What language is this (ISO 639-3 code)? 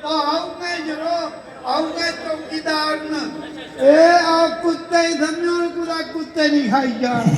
doi